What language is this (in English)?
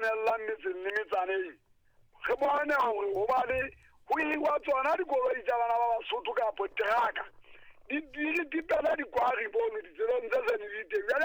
Southern Sotho